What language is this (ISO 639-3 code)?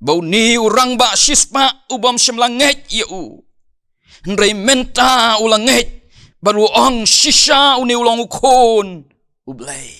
kha